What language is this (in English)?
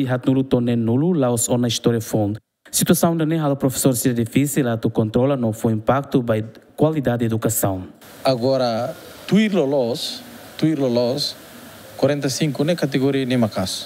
Tetum